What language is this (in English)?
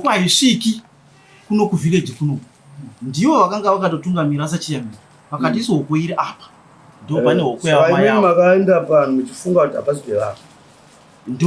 Shona